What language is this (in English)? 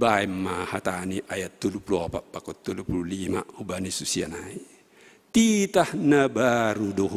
Batak Simalungun